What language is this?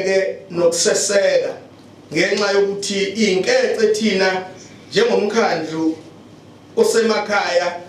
Zulu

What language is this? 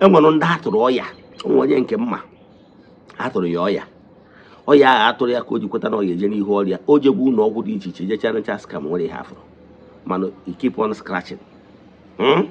Igbo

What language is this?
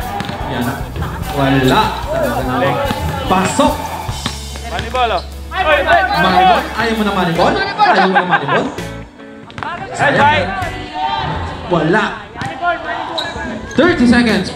Filipino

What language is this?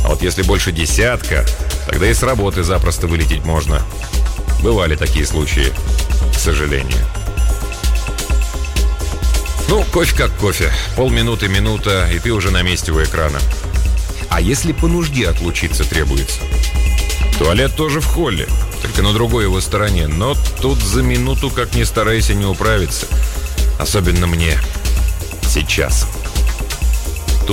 Russian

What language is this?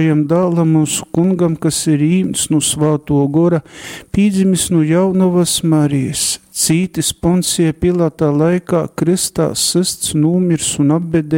Latgalian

